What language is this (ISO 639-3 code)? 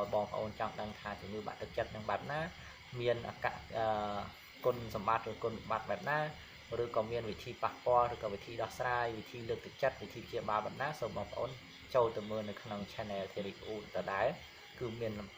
khm